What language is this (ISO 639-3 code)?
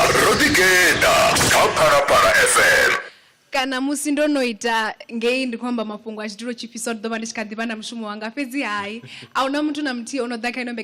ven